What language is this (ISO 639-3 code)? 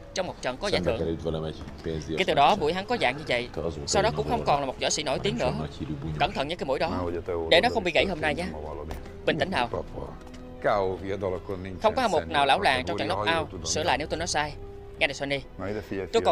vie